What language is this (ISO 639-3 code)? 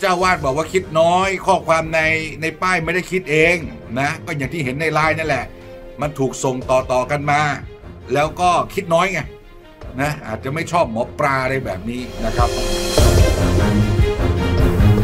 tha